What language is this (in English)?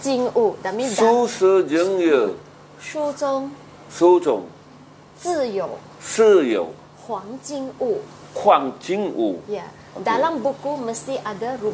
Malay